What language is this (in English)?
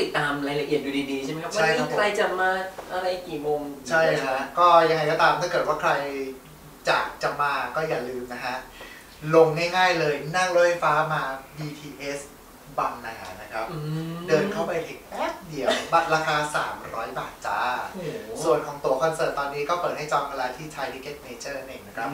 Thai